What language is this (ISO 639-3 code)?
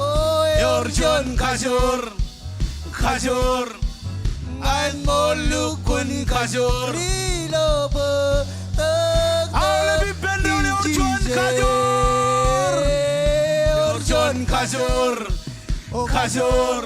mah